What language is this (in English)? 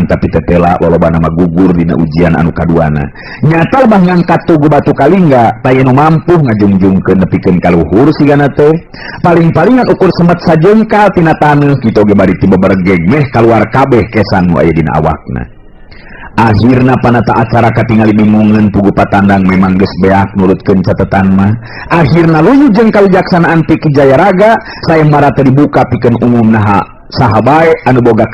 Sundanese